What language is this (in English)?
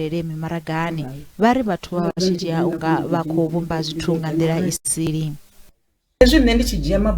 Venda